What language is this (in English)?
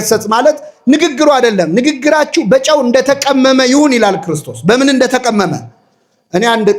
Amharic